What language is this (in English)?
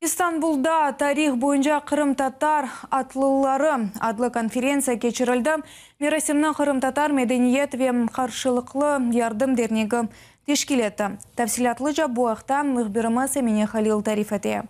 Crimean Tatar